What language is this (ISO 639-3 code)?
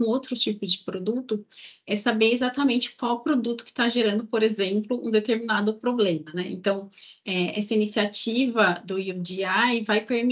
por